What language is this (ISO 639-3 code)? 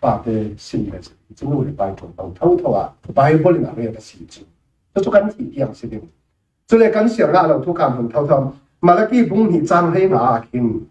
cfm